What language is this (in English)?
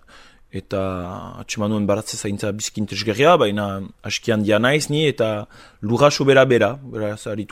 Basque